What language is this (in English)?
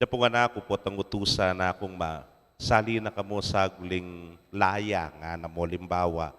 Pampanga